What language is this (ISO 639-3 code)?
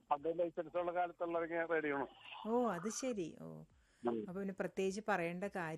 mal